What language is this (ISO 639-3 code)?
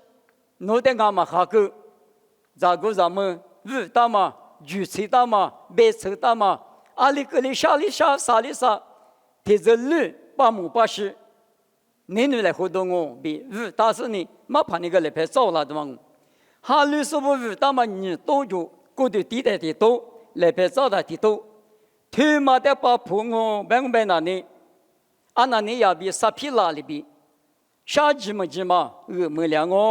lis